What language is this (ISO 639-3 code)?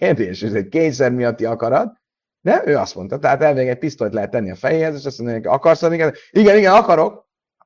hun